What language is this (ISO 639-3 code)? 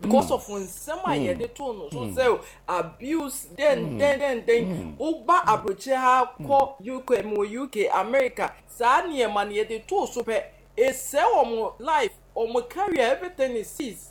aka